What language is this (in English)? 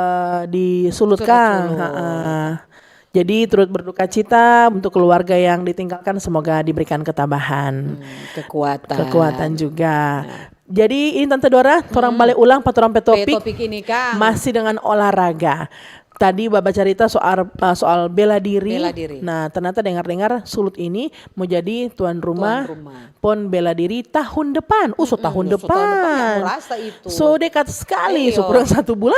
Manado Malay